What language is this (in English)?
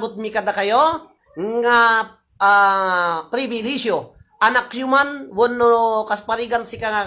Iloko